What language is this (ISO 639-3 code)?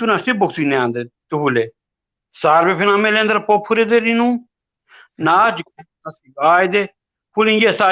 rmn